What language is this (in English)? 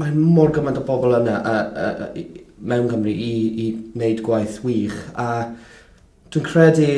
Welsh